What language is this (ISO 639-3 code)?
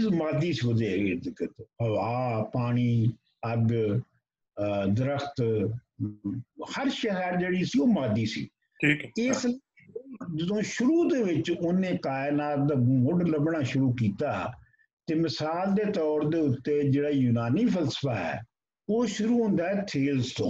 pan